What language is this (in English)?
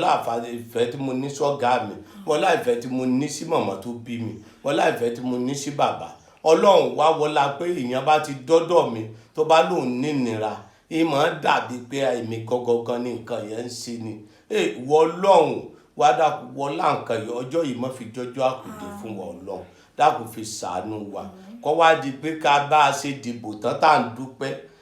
Yoruba